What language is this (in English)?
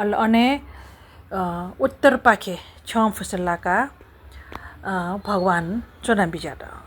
Newari